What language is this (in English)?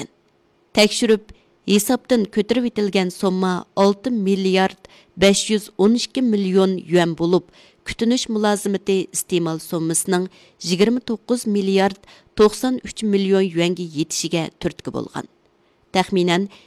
Uyghur